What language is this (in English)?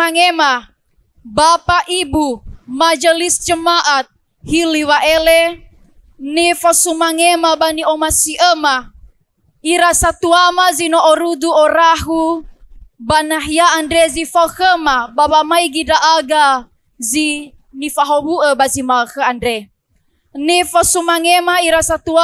Nias